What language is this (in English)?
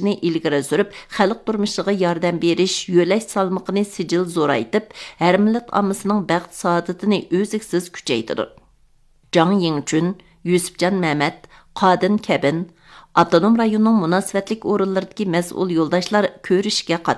Uyghur